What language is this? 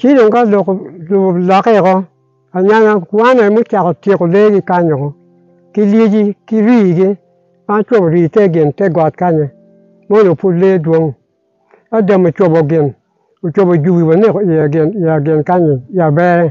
Acoli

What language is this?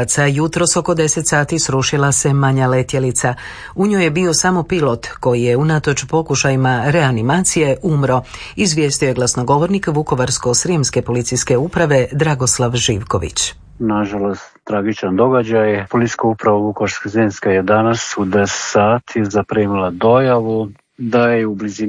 Croatian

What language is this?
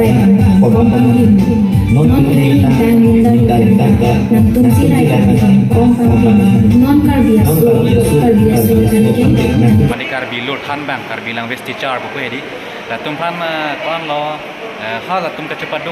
Karbi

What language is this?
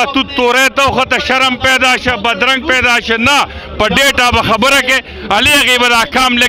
Pashto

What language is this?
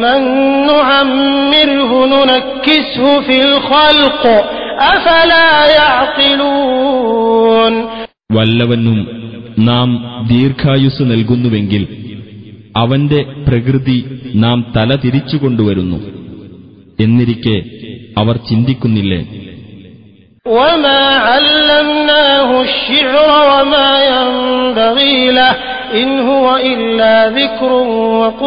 Malayalam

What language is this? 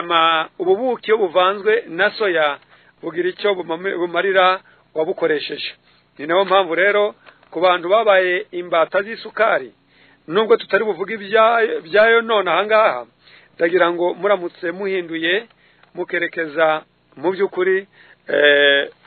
Kinyarwanda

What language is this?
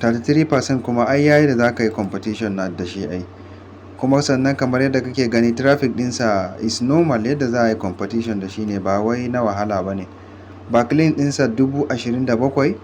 Hausa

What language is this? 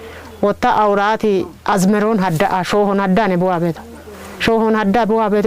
Kafa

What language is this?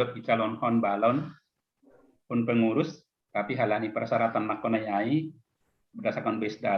Batak Simalungun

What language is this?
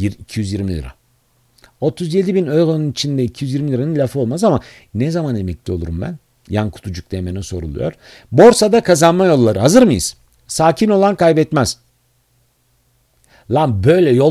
Turkish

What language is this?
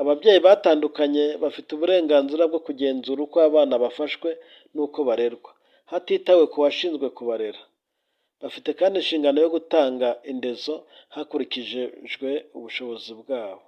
Kinyarwanda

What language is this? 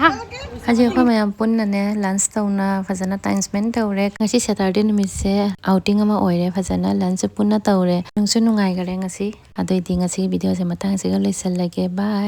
Manipuri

